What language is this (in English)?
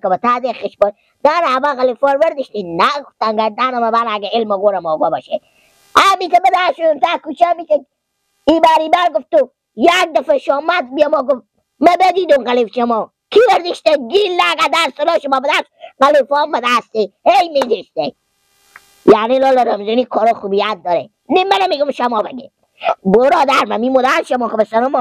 Persian